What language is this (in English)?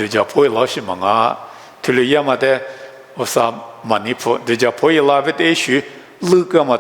Lisu